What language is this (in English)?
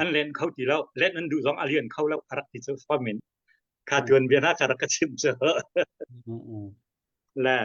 Hakha Chin